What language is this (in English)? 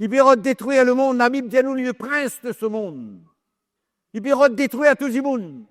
Morisyen